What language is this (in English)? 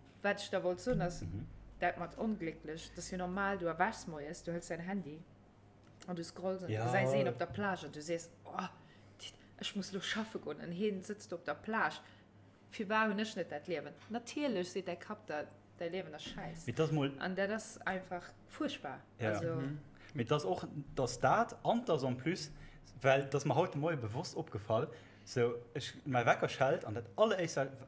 Luxembourgish